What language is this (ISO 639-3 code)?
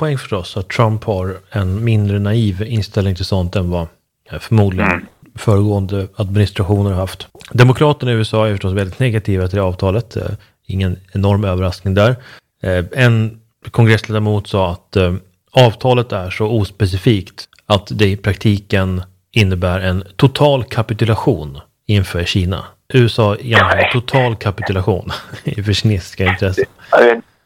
swe